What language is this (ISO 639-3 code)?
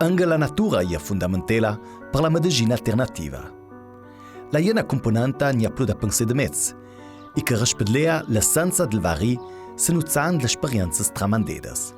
lld